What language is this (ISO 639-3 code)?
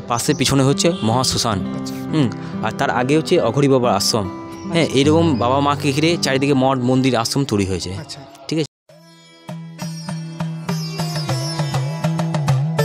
ben